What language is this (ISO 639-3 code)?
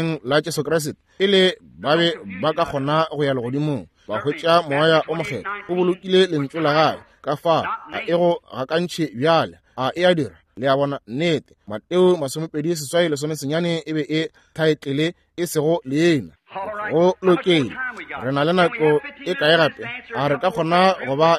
nso